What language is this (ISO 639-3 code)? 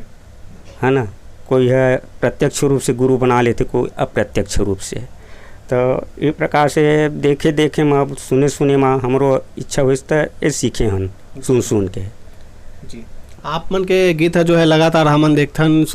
hne